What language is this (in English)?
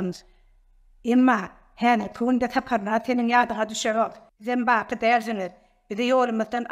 Turkmen